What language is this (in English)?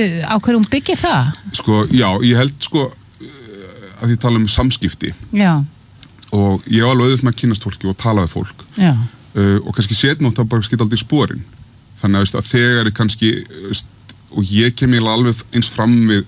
Icelandic